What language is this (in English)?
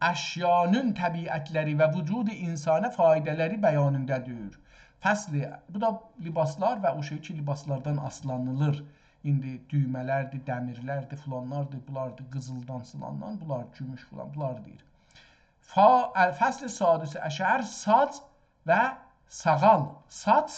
South Azerbaijani